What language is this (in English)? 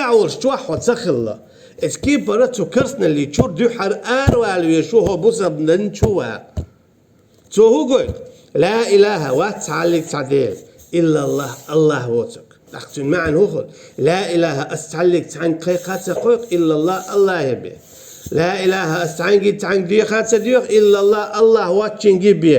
Chechen